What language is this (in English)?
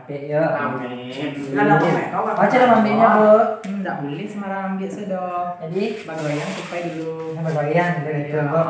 Minangkabau